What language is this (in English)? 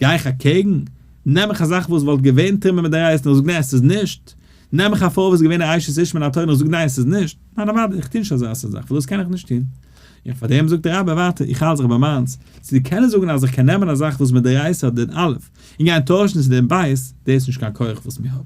Yiddish